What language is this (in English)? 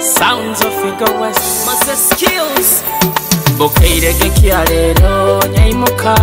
Nyoro